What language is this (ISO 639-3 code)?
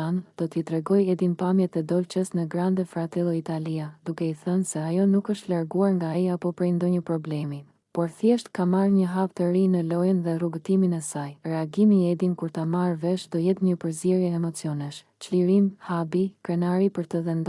sqi